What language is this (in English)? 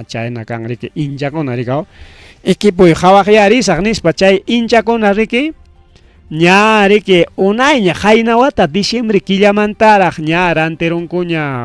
Ayacucho Quechua